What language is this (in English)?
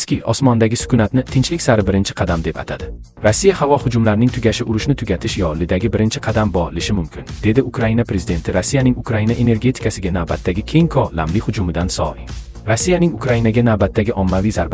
Uzbek